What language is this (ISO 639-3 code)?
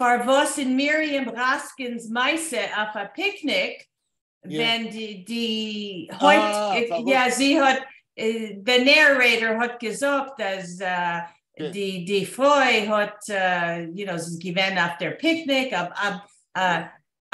yid